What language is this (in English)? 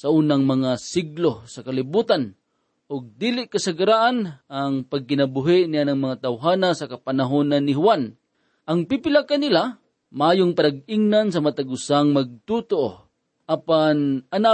Cebuano